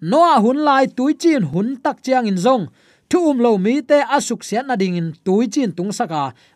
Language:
Tedim Chin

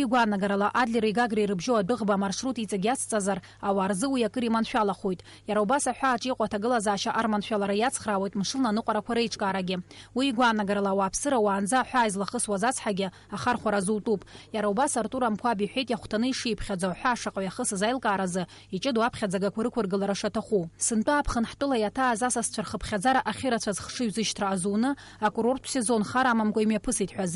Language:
Abkhazian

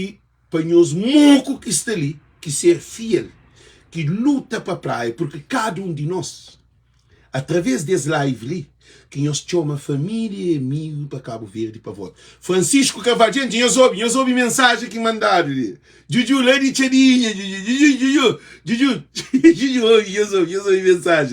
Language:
Kabuverdianu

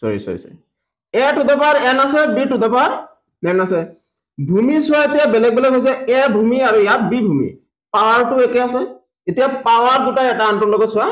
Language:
Assamese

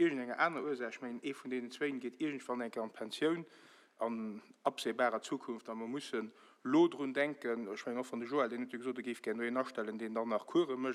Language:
Luxembourgish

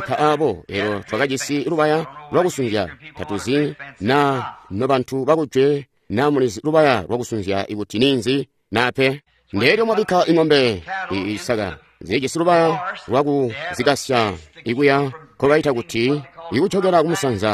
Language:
Tonga (Zambia)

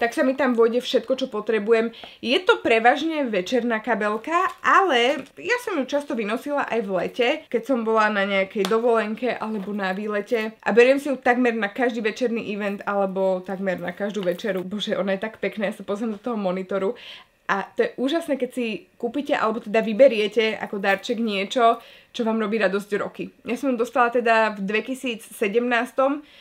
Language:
Slovak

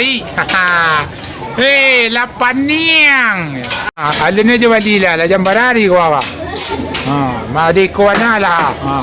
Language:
Minangkabau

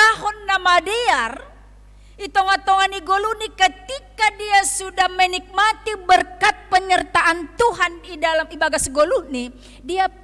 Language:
Batak Simalungun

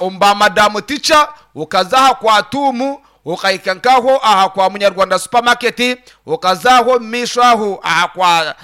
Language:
Nyankole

